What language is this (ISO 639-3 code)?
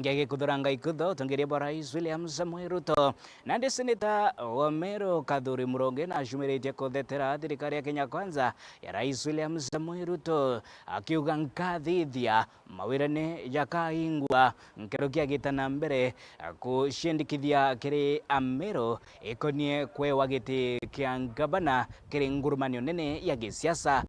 mer